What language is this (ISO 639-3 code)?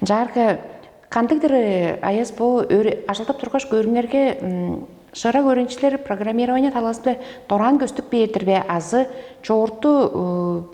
tyv